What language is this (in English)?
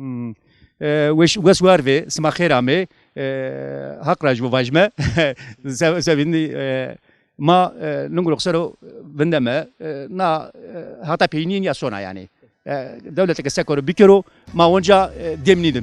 Zaza